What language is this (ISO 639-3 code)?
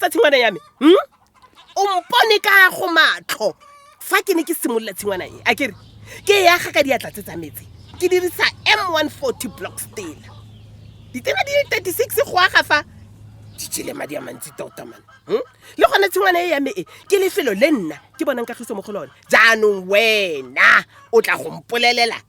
tsn